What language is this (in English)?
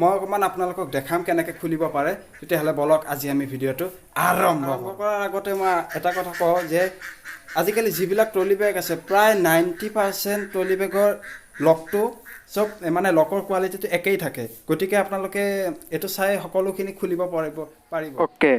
Assamese